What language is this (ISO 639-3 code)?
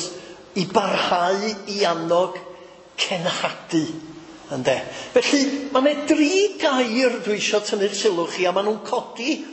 cym